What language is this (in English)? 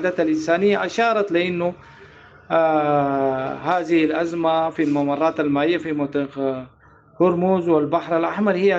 Sudanese Arabic